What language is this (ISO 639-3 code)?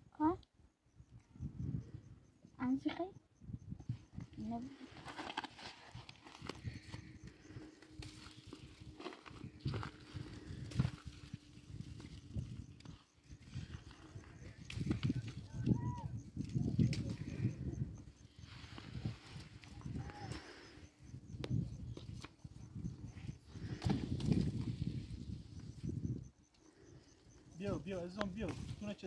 fas